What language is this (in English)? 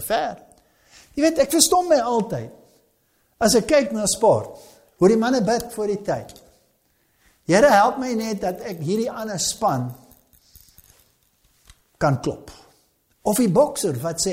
Afrikaans